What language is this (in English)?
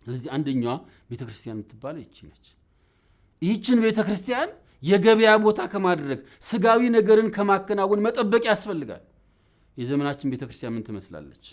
Amharic